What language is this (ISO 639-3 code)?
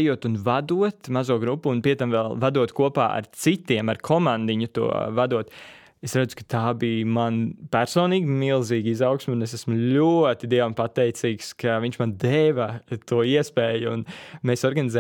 lav